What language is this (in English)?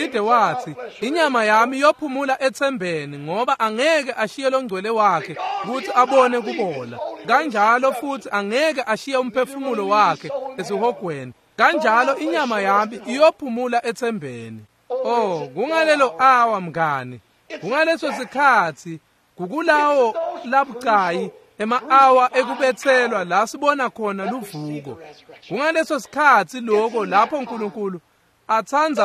Swati